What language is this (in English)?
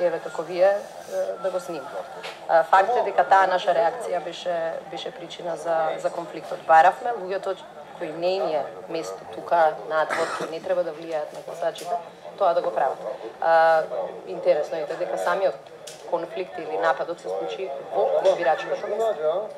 Macedonian